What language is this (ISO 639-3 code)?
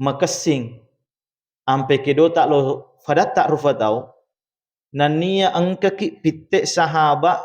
bug